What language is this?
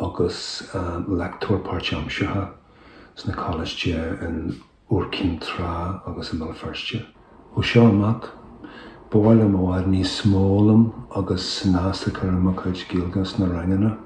Irish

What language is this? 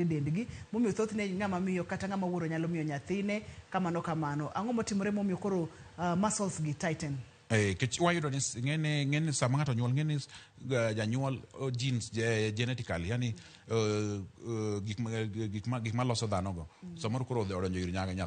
Luo (Kenya and Tanzania)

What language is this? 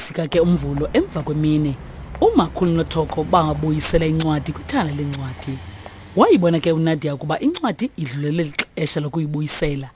Xhosa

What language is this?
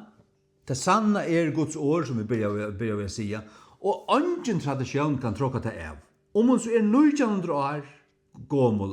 Faroese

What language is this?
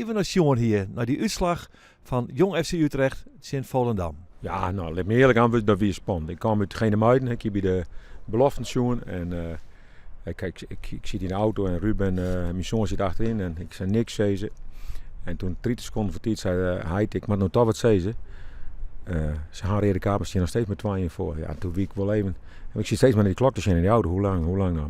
Western Frisian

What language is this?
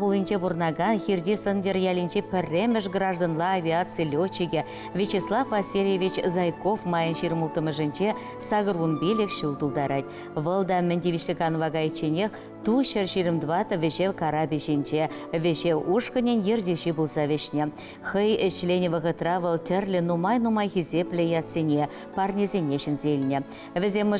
Chuvash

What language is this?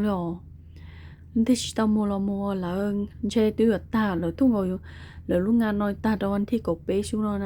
Hmong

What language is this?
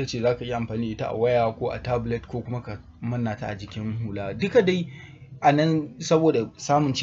Hausa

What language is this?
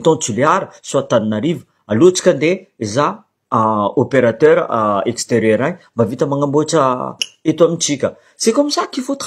Malagasy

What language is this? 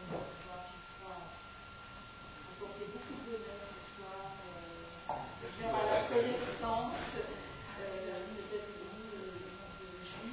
French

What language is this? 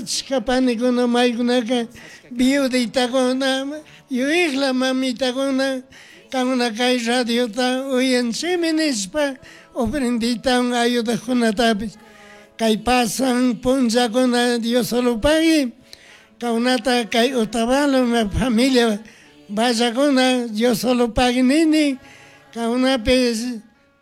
Chimborazo Highland Quichua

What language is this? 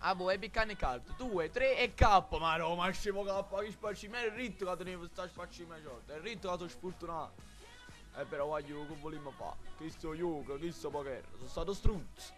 Neapolitan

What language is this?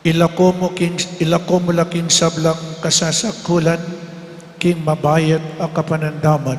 Pampanga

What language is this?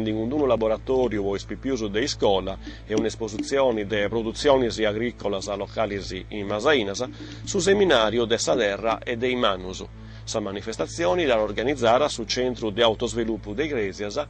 Sardinian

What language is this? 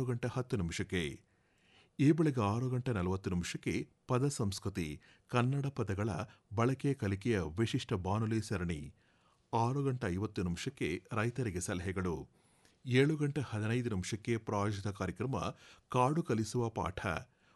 Kannada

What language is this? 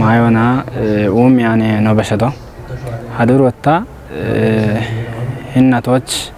Kafa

